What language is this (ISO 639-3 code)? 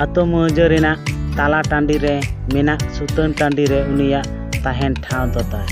sat